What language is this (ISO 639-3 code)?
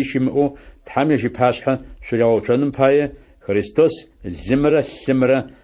ady